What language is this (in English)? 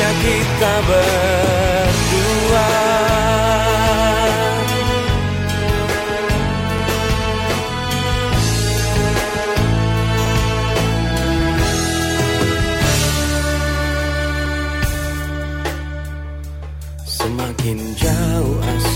Indonesian